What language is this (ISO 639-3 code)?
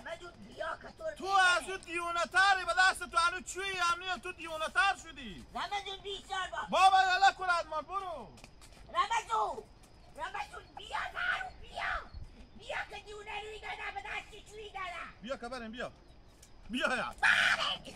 haz